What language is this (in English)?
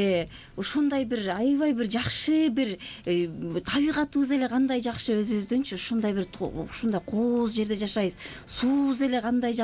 Kyrgyz